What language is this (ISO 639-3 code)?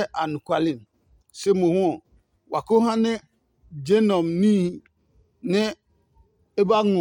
ada